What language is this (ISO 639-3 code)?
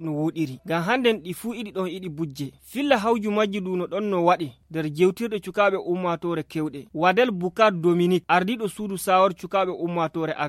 ful